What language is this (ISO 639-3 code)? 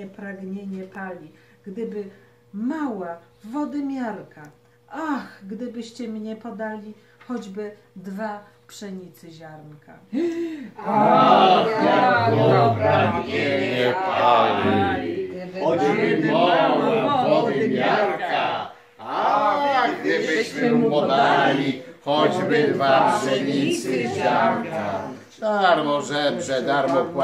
pol